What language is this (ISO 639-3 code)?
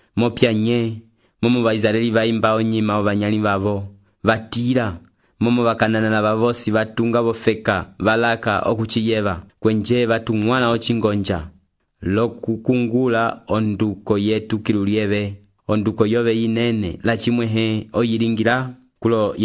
umb